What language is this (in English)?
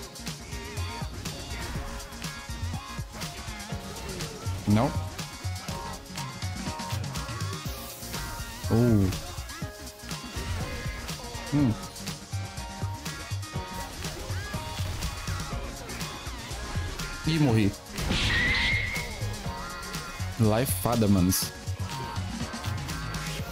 Portuguese